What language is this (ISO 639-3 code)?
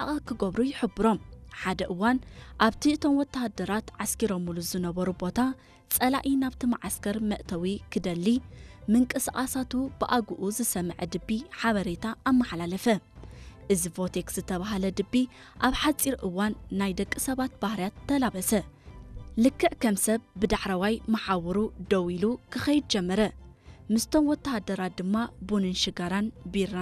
tir